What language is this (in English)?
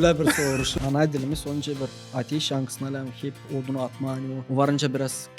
Gagauz